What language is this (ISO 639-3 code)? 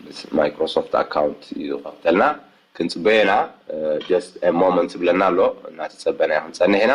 tir